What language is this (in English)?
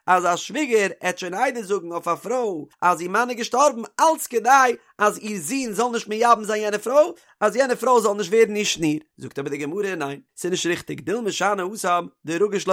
Yiddish